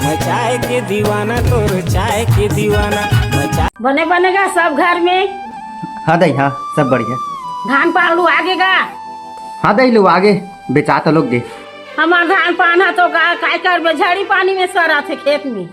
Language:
Chhattisgarhi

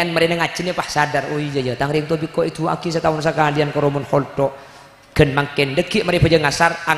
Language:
Madurese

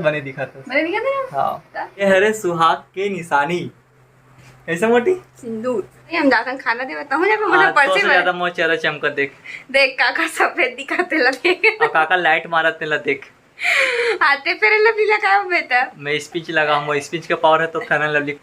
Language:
Chhattisgarhi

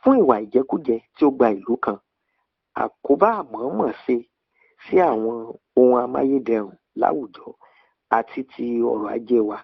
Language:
Yoruba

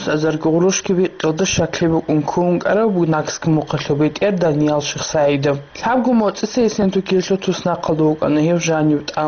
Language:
Avaric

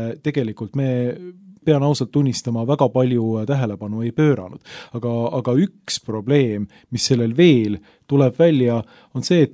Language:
Estonian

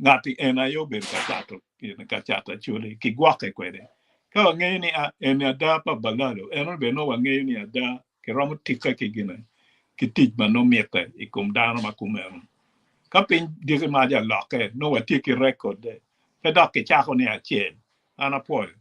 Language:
Acoli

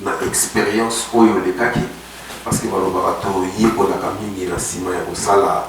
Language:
Lingala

